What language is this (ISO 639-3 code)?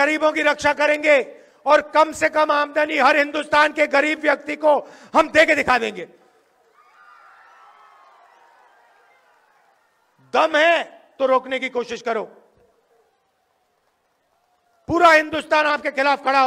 hin